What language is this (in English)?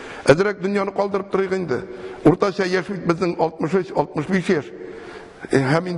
Tatar